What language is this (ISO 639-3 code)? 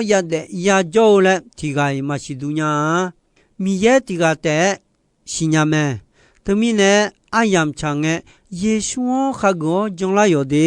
ahk